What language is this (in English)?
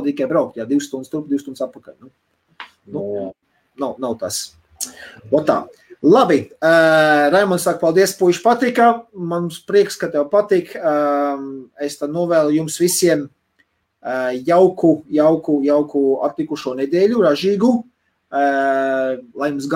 Latvian